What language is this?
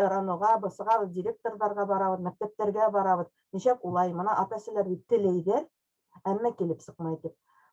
Bashkir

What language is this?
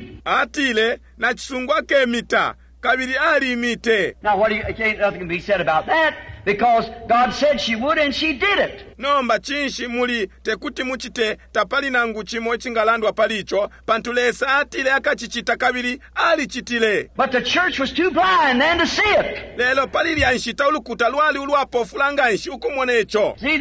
Bemba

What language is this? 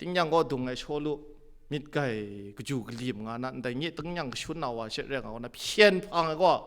Kachin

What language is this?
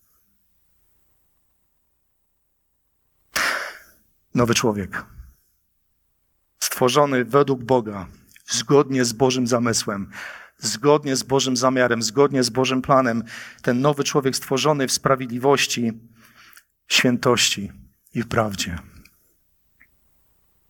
Polish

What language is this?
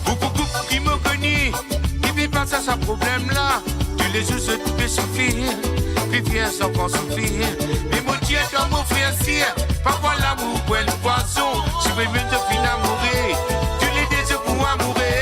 Morisyen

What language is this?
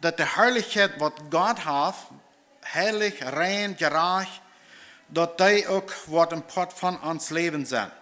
Plautdietsch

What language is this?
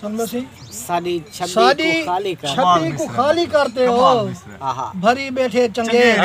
Saraiki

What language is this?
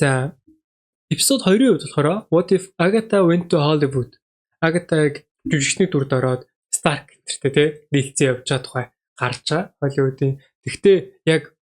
Mongolian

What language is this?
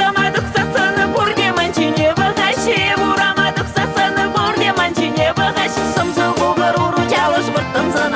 Chuvash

